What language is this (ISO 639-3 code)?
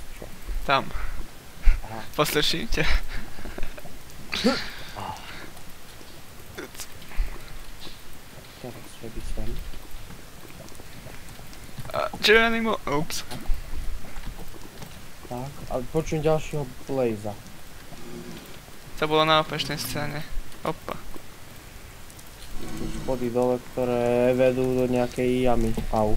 slk